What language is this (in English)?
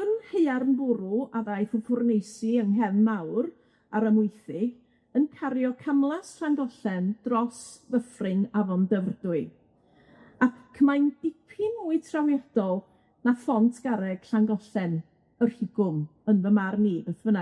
Welsh